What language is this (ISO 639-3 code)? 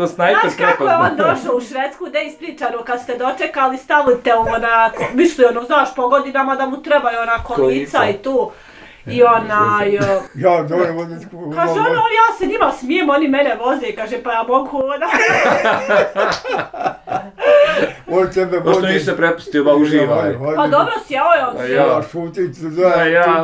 bos